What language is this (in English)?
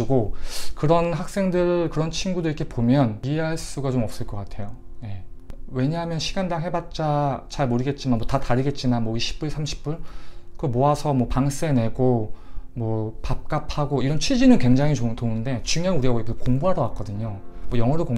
Korean